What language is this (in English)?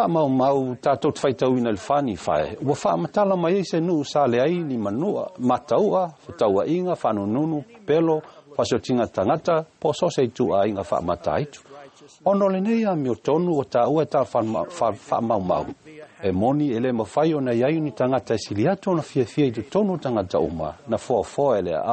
Samoan